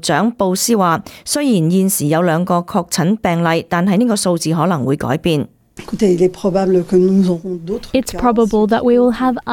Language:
Cantonese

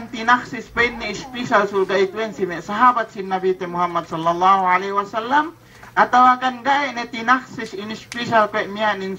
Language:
Yakan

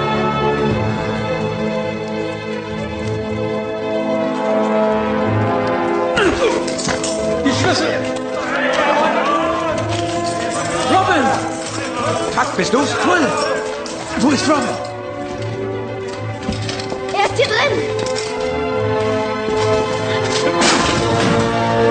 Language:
German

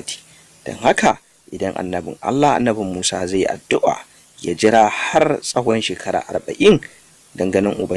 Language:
Hausa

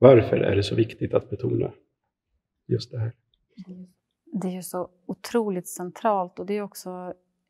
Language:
Swedish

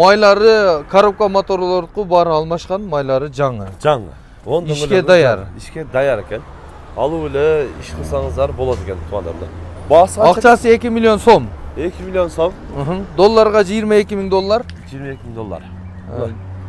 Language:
Kyrgyz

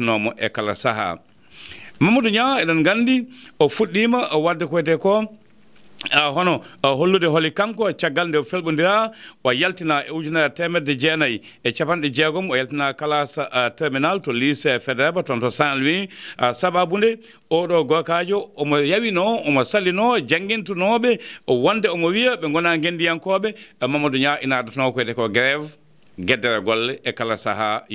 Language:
Fula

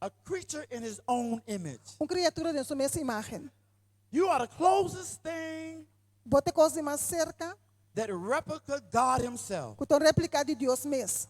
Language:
Papiamento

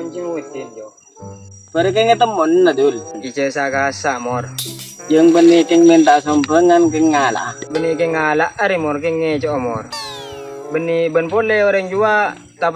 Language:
Madurese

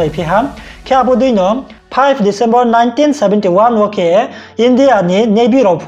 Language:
Riang (India)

